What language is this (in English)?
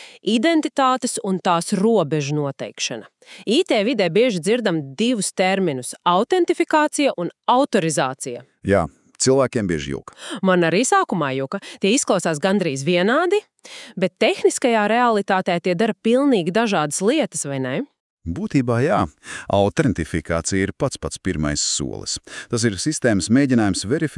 Latvian